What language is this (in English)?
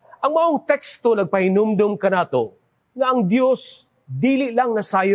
Cebuano